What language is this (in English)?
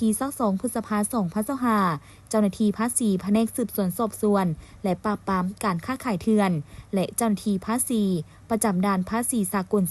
Lao